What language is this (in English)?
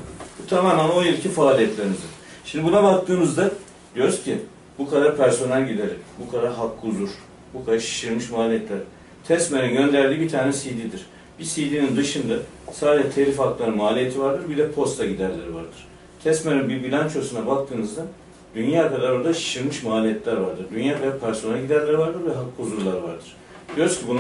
Turkish